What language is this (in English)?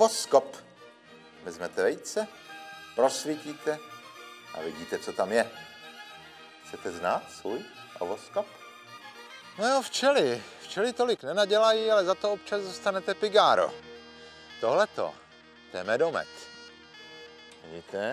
Czech